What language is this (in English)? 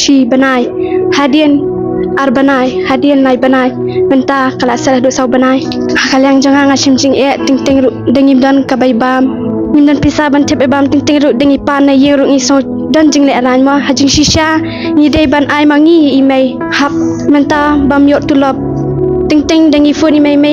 Khasi